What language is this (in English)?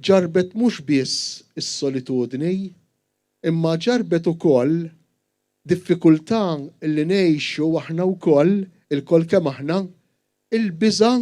Maltese